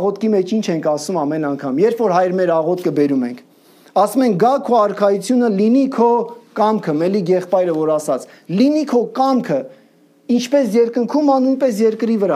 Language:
Armenian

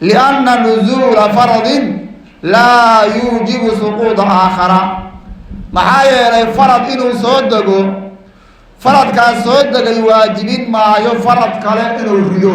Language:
Somali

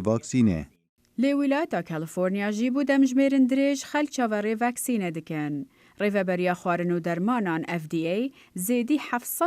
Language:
Kurdish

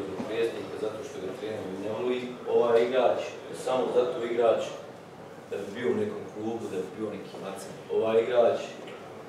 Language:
Croatian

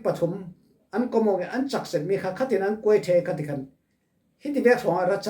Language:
Falam Chin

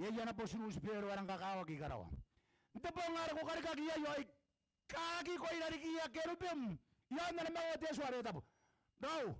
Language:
Gilbertese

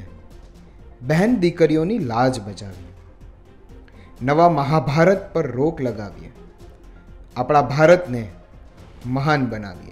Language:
Gujarati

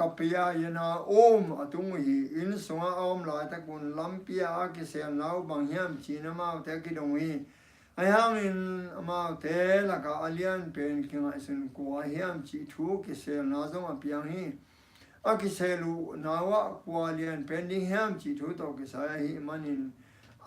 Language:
Tedim Chin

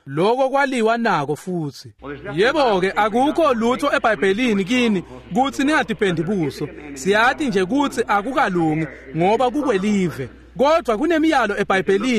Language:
Swati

